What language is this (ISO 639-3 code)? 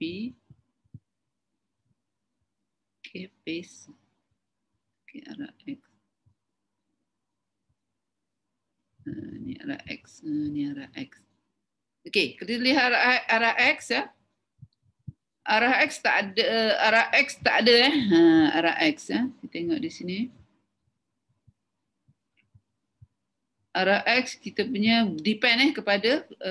msa